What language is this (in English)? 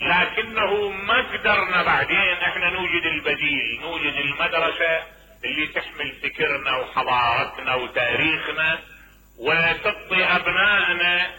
Mesopotamian Arabic